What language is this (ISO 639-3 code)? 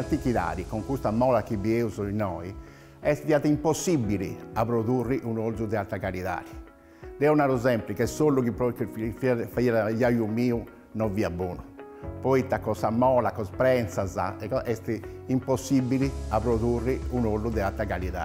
srd